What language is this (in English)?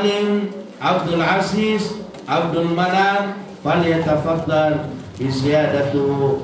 Maranao